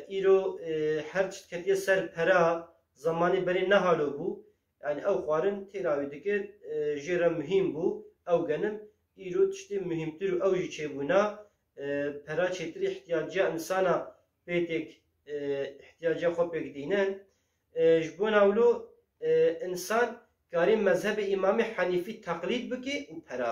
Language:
Kurdish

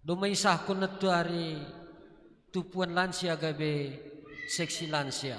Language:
Batak Simalungun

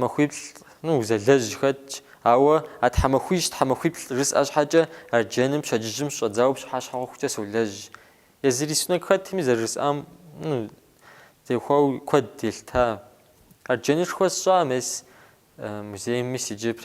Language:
Kabardian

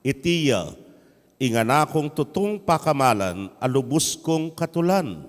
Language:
Pampanga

